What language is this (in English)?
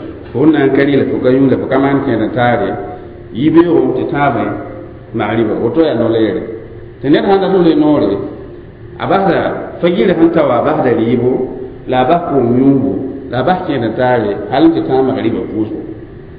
Mossi